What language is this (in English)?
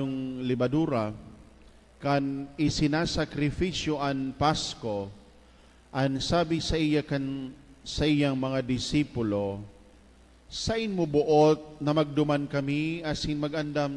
Bikol